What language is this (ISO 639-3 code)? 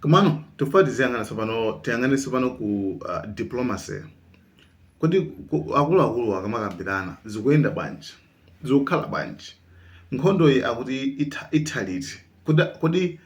nya